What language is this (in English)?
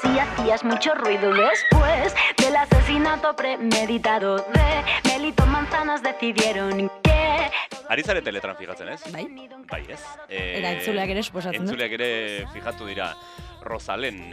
Basque